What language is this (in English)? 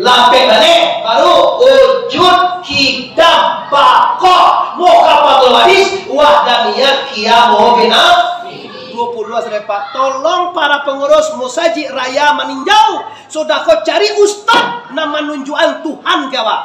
Minangkabau